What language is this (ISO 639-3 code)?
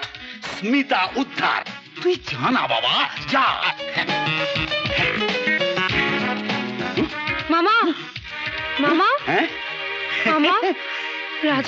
ben